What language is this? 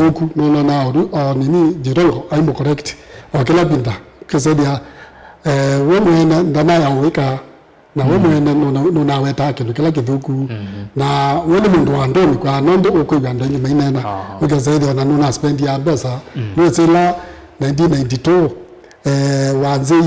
Kamba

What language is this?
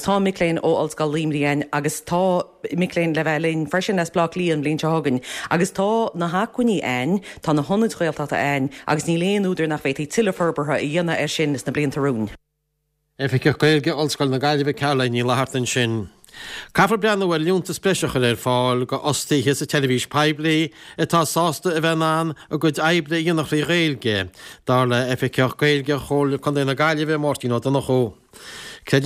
Irish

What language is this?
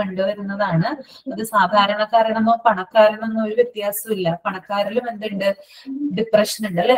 Malayalam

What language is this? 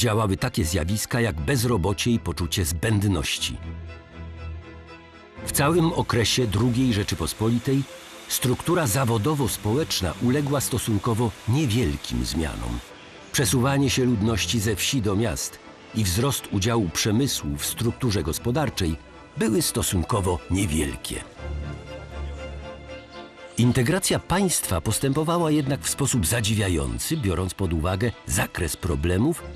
Polish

